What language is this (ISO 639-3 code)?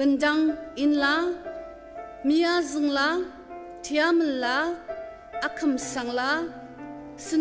njo